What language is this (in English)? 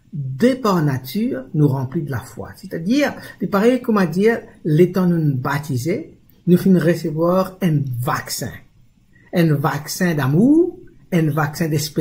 Morisyen